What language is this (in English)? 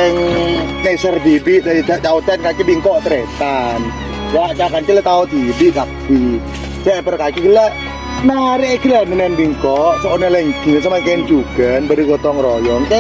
Madurese